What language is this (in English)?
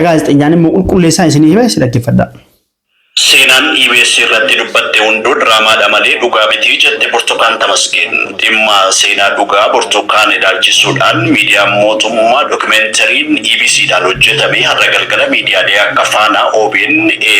Oromo